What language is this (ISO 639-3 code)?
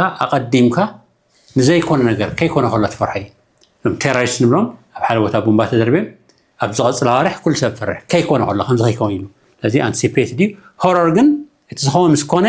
tir